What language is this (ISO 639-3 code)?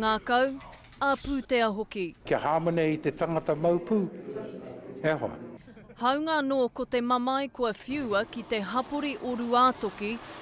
mri